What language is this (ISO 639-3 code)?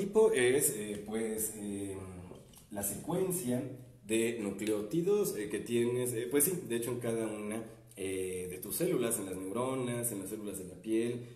spa